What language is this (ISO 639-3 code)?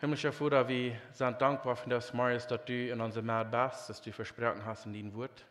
pdt